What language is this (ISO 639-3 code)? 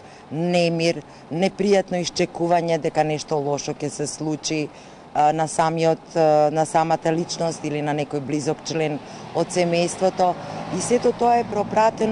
mkd